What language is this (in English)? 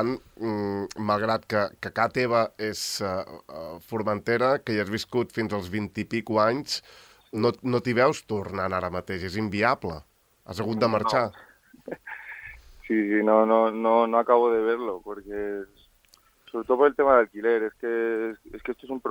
Catalan